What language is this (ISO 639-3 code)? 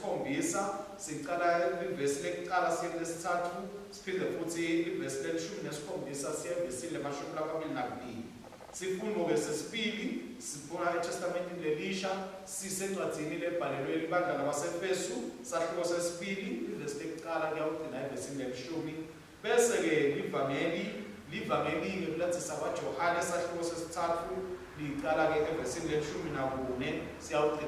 ssw